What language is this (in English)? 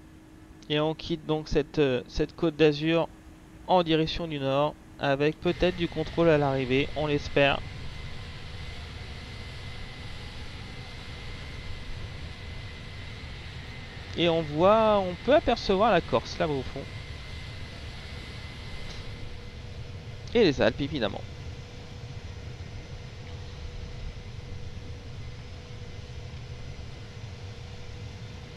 French